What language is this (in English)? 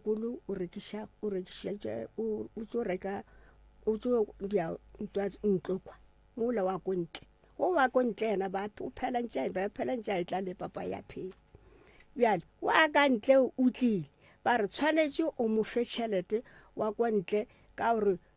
Northern Sotho